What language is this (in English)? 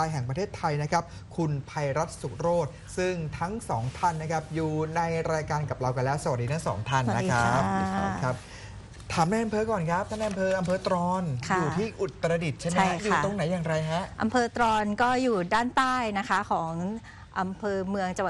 Thai